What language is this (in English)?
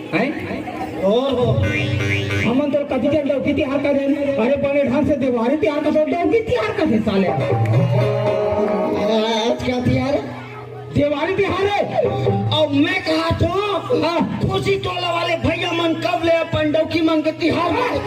Chhattisgarhi